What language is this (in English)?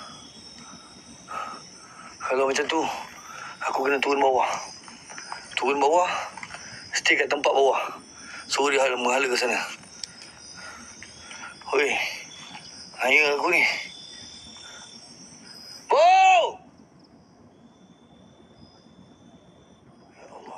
Malay